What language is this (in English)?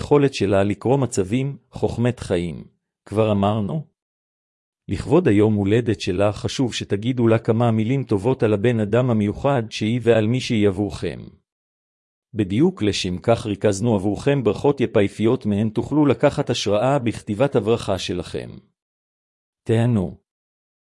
Hebrew